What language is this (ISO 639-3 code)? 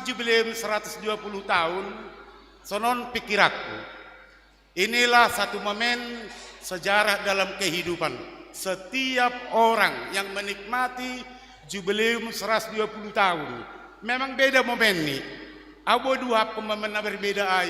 bts